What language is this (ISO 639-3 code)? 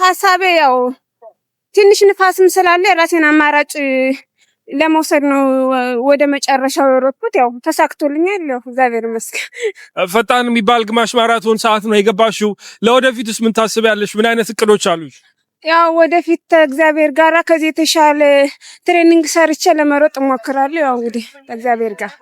amh